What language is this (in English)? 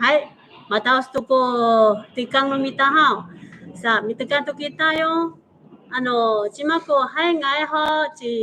Amis